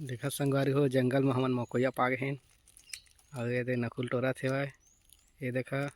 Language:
Chhattisgarhi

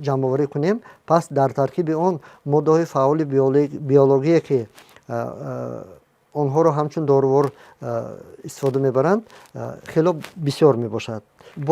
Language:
Tajik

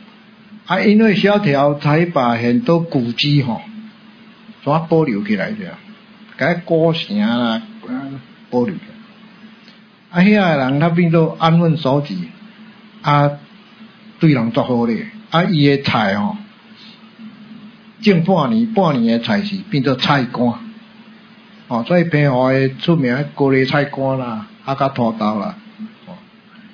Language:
Min Nan Chinese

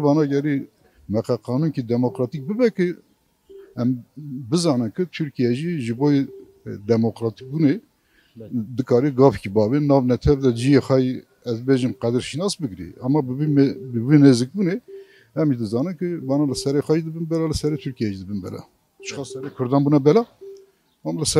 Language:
Kurdish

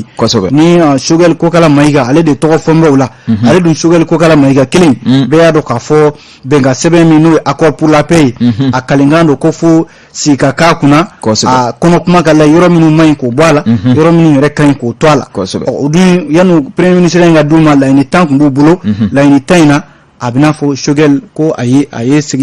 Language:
Bambara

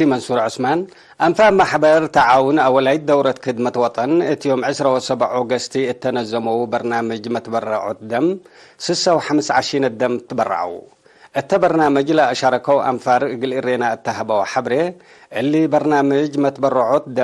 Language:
Tigre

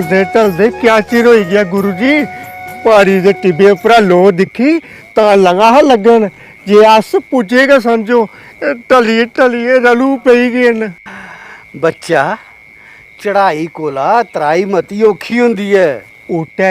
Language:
Dogri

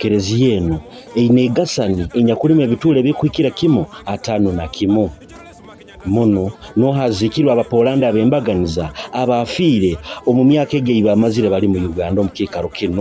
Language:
Nyoro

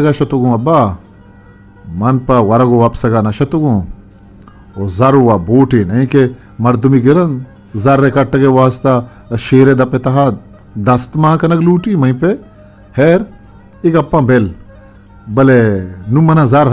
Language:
Eastern Balochi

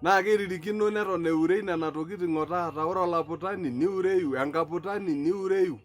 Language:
Masai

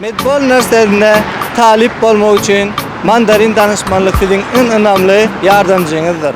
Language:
Turkmen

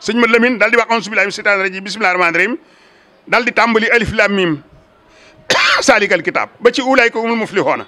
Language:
Wolof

